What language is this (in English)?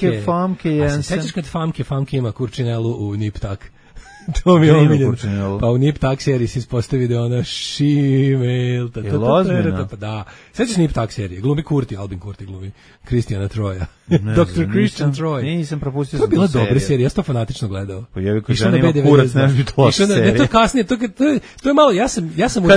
Serbian